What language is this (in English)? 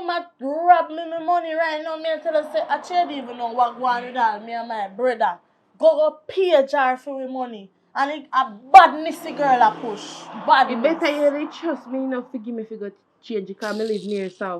Jamaican Creole English